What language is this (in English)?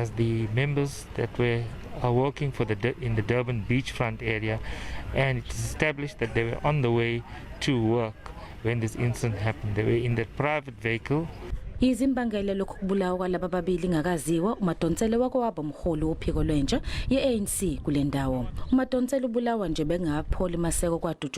Zulu